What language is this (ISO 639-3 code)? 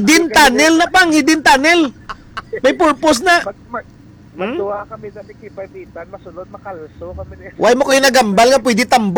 hil